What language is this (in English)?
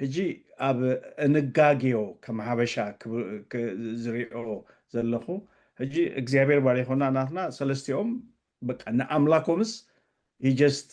Tigrinya